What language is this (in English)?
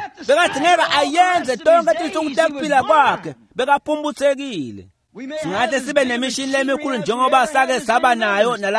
Swati